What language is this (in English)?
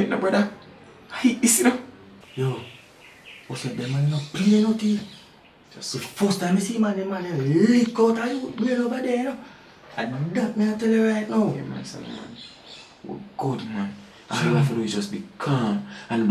Jamaican Creole English